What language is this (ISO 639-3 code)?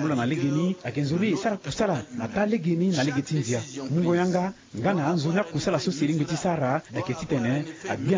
sag